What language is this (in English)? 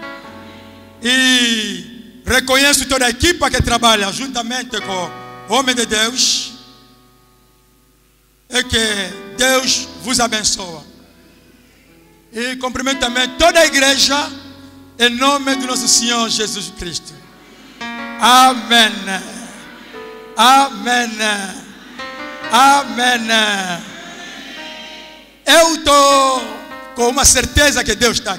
Portuguese